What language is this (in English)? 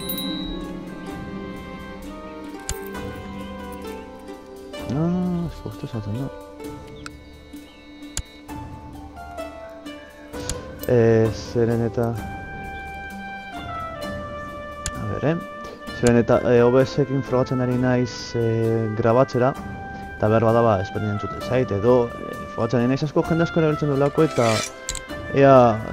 Basque